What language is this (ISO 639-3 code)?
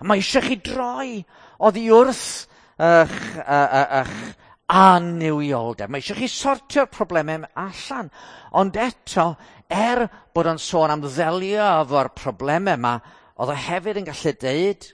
cym